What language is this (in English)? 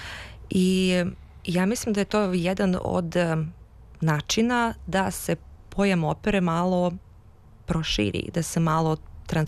Serbian